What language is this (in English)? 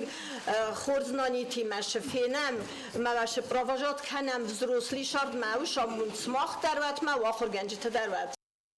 Ossetic